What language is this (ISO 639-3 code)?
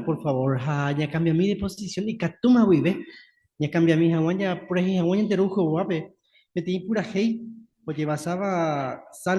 grn